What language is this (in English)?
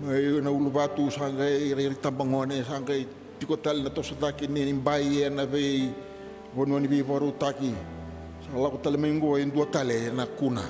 Fijian